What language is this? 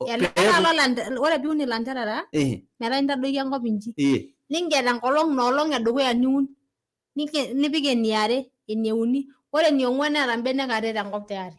Masai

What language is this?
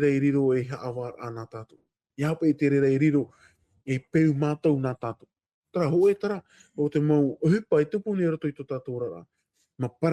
Tahitian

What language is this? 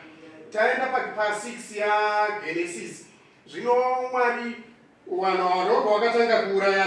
Shona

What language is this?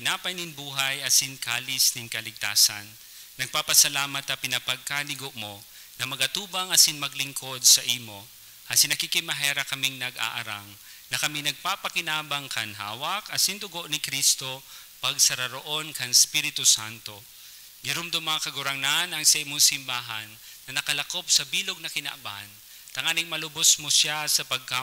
Bikol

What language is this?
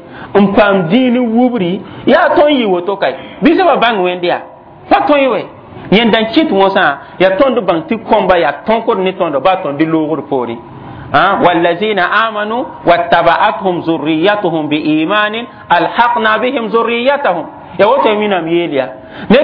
Mossi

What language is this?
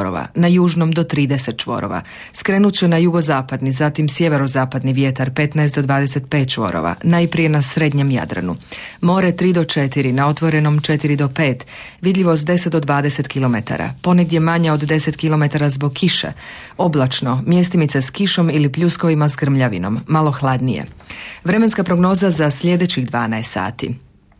Croatian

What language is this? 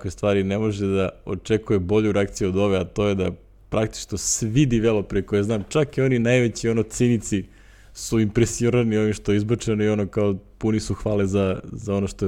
Serbian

